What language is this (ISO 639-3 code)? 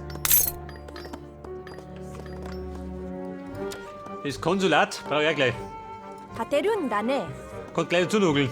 bar